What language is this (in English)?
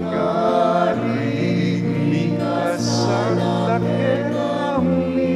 Pampanga